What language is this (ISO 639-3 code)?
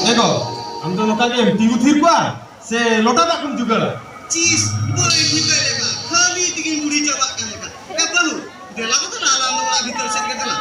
sat